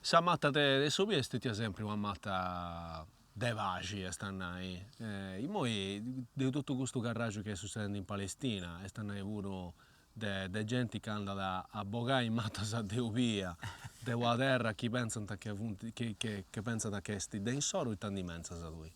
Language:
Sardinian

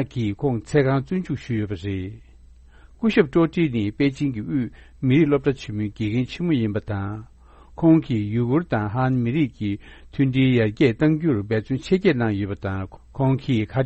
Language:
Tibetan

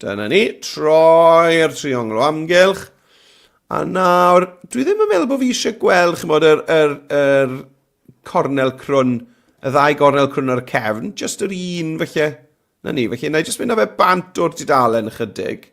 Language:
Welsh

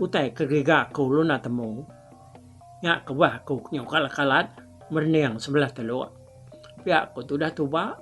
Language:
Iban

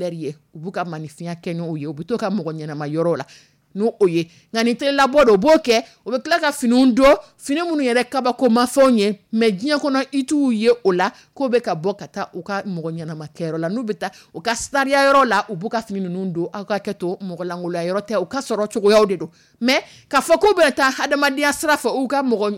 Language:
Dyula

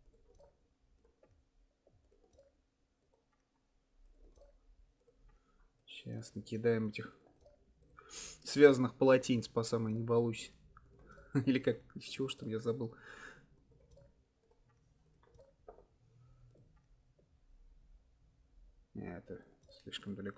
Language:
Russian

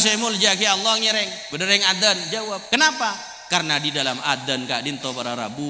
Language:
Madurese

